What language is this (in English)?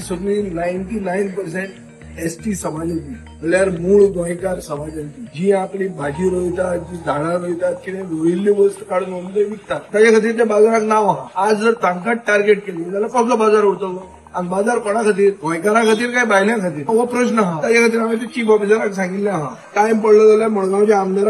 Konkani